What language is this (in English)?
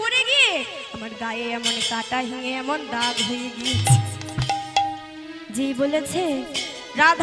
Bangla